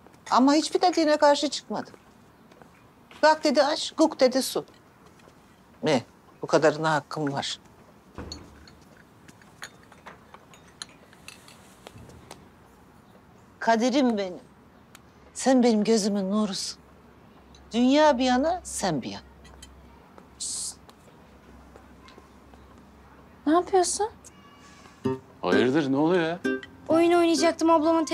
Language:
Turkish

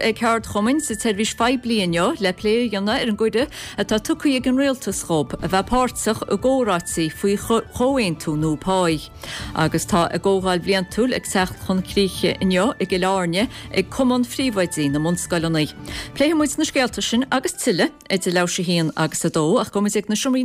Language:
Irish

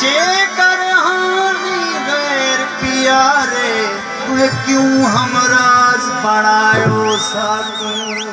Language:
Saraiki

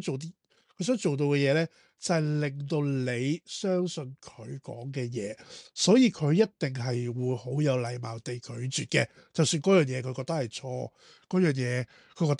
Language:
Cantonese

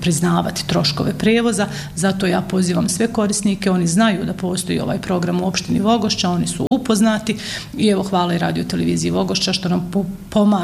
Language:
Bosnian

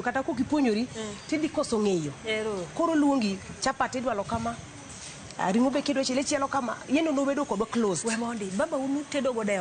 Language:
Luo (Kenya and Tanzania)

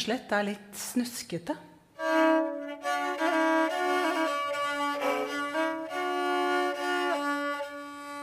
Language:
Norwegian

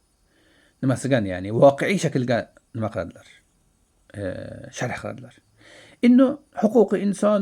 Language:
Uzbek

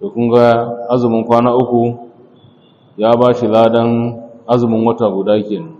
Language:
Hausa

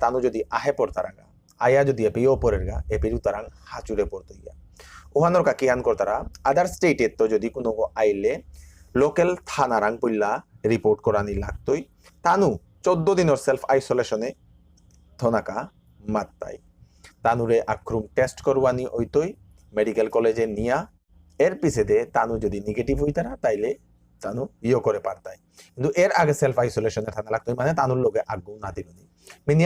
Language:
Bishnupriya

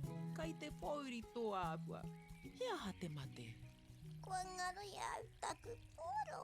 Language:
Māori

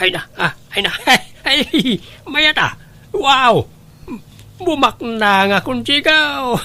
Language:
Iloko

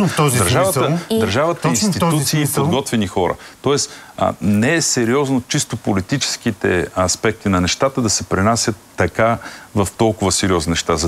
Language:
Bulgarian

